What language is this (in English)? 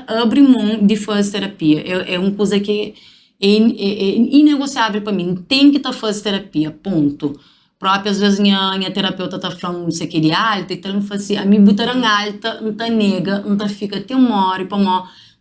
Kabuverdianu